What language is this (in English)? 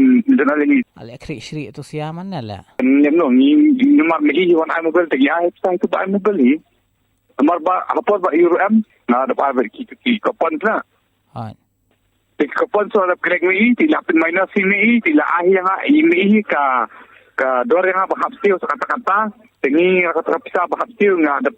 Khasi